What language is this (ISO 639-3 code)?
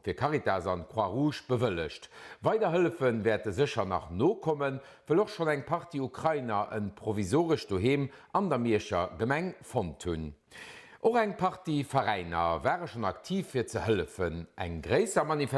ltz